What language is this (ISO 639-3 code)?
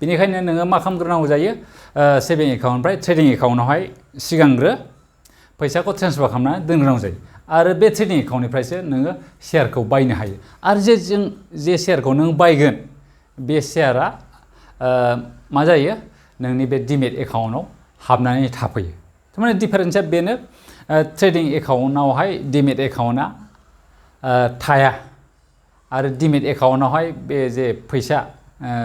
brx